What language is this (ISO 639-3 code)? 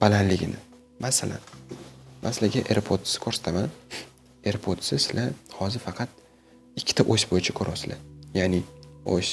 uzb